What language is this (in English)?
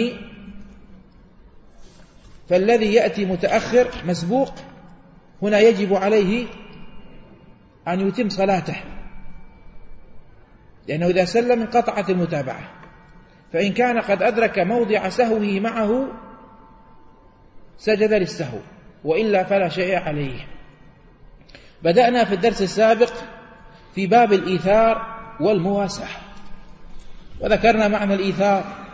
Arabic